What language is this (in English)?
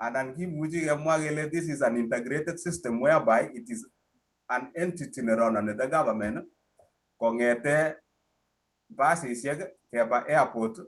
Kalenjin